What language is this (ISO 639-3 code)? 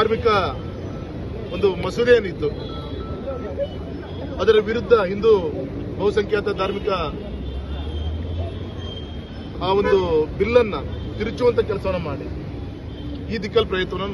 kan